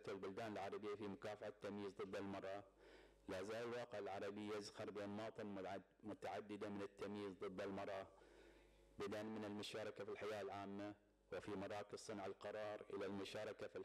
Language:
Arabic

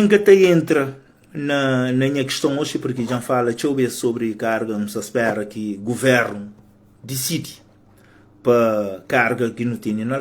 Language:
Kabuverdianu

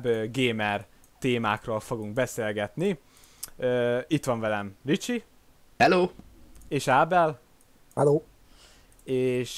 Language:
Hungarian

